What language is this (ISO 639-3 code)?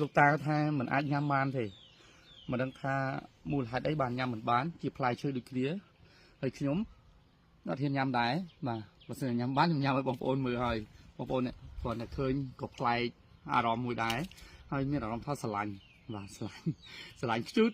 khm